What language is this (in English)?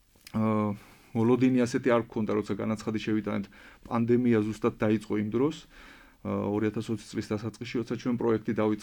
Georgian